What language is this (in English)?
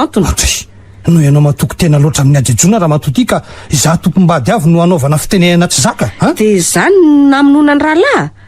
Malagasy